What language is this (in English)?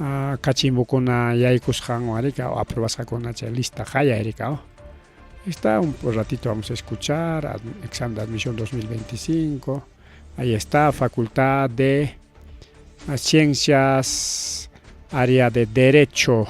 Ayacucho Quechua